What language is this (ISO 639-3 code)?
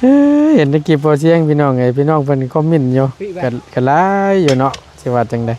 tts